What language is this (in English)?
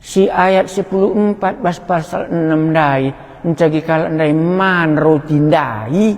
Batak Karo